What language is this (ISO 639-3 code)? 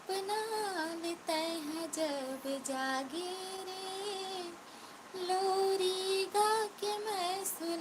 hne